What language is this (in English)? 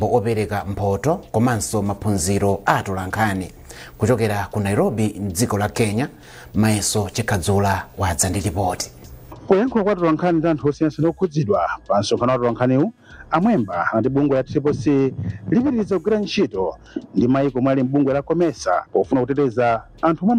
Nyanja